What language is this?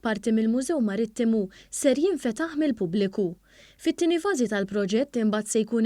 Maltese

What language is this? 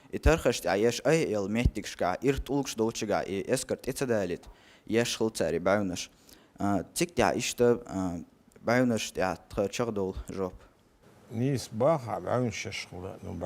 Chechen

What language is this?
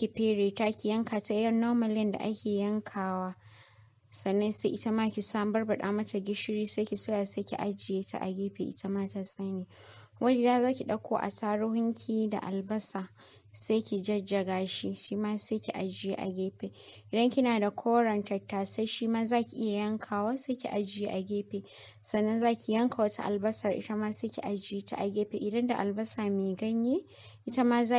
Hausa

